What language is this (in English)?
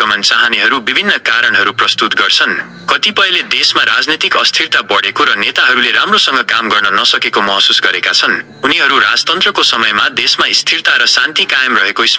Nepali